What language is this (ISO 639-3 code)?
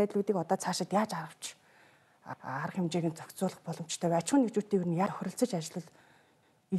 mon